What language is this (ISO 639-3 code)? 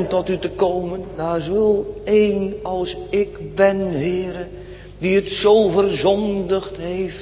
nld